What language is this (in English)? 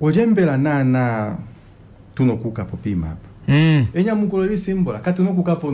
Kuanyama